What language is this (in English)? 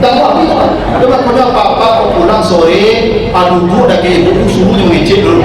Minangkabau